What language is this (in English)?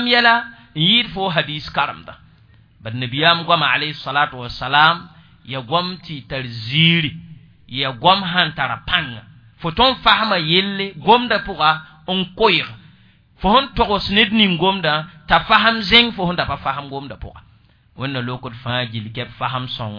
Mossi